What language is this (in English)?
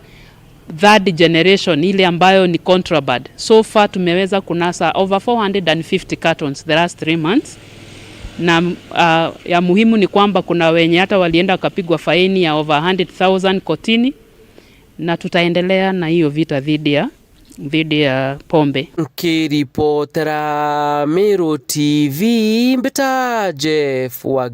Meru